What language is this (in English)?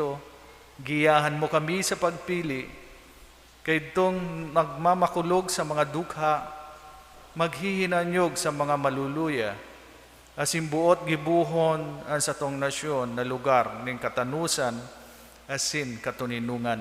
Bikol